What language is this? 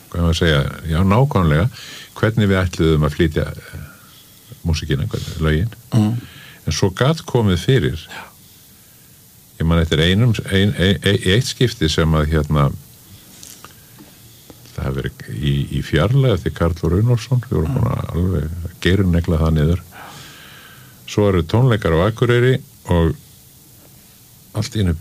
Icelandic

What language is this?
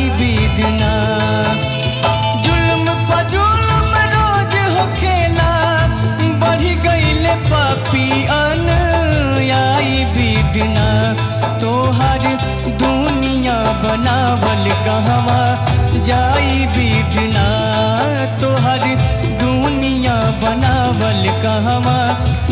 Bhojpuri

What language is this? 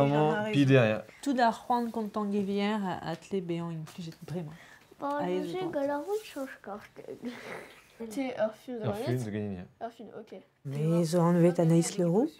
Breton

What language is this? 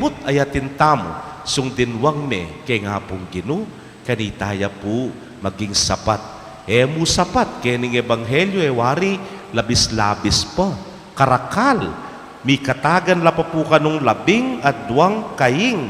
Pampanga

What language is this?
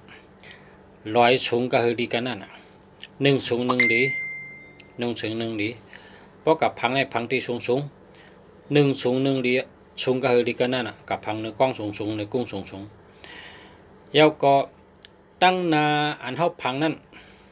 Shan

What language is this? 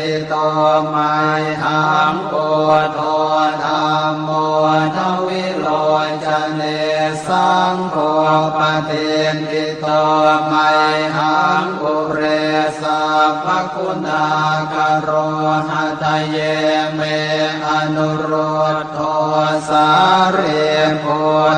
Pali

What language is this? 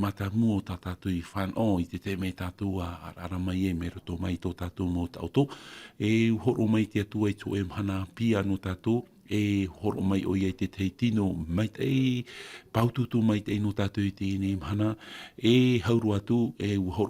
Tahitian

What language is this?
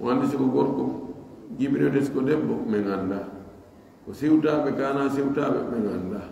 Pular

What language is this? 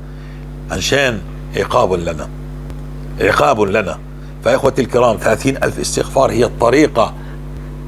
North Levantine Arabic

